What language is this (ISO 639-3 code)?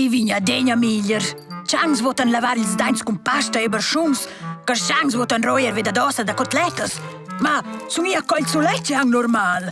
roh